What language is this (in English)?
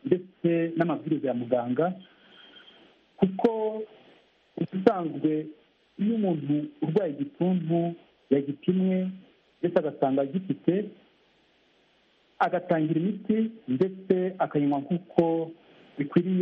Kinyarwanda